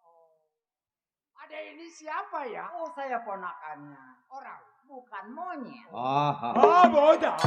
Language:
Betawi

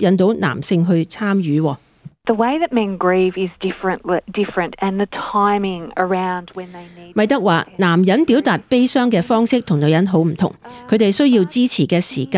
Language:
Cantonese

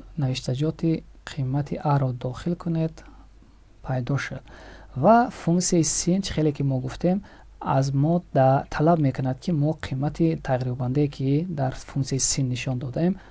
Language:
Tajik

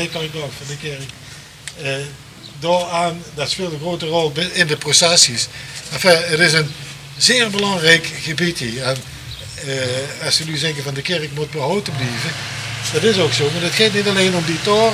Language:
Limburgish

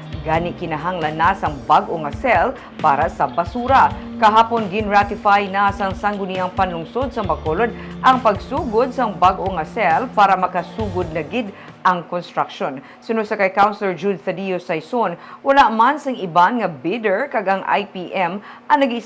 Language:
Hiligaynon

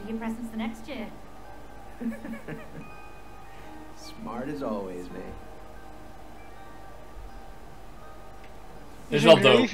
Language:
Dutch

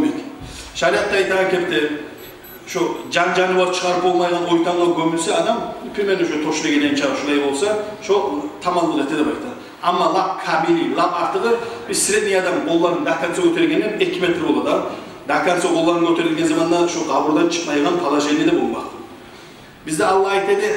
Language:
Kumyk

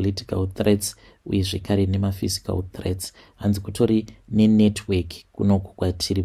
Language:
Shona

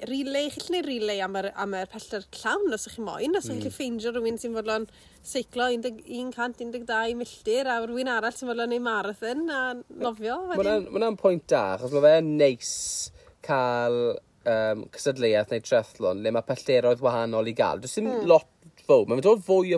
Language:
Welsh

